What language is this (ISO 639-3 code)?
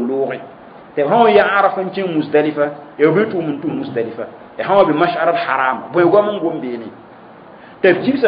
mos